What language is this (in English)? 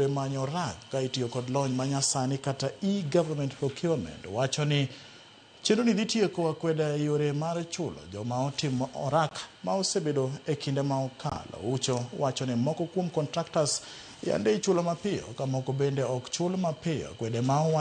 Luo (Kenya and Tanzania)